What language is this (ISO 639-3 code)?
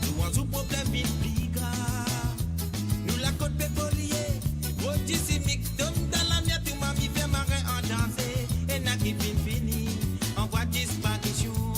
mfe